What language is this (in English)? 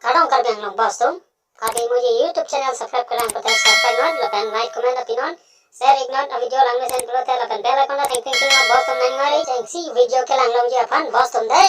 Karbi